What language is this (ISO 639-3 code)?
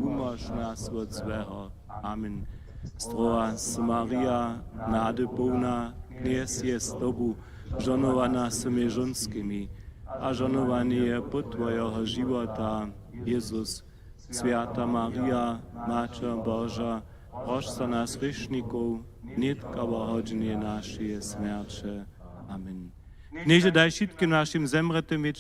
hsb